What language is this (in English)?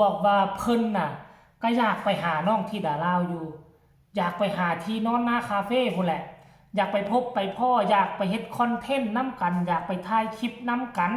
Northeastern Thai